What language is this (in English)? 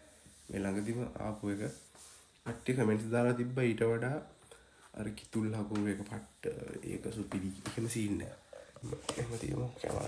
Sinhala